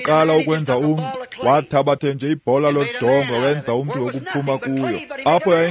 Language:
Xhosa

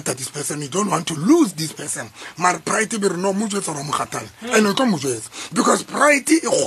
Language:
Southern Sotho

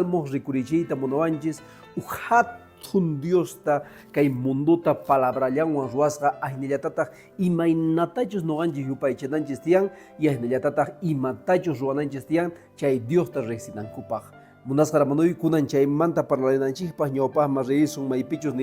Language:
Quechua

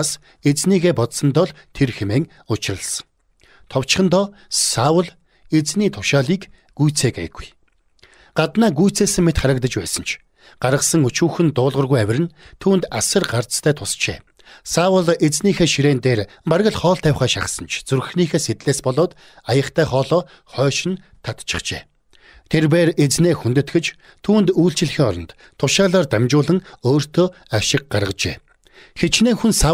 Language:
Mongolian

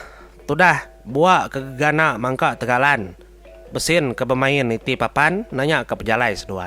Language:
Iban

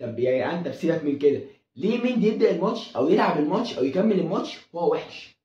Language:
Egyptian Arabic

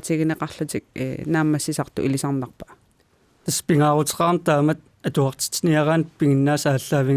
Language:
Kalaallisut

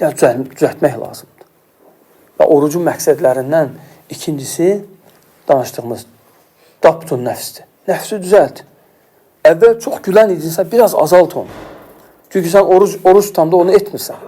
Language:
Azerbaijani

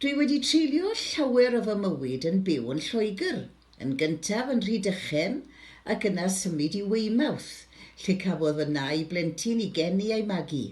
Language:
Welsh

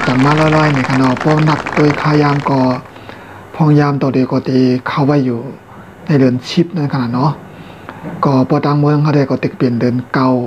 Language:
Shan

